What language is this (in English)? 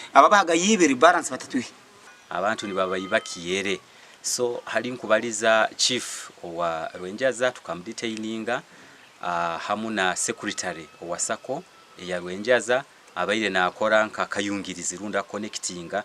Nyankole